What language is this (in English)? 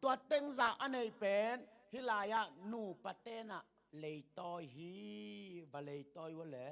Tedim Chin